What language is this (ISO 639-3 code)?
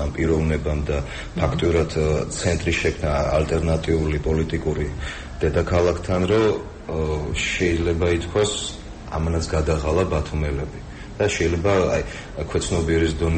kat